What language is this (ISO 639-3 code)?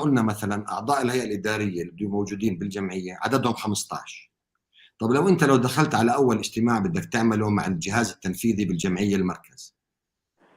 apc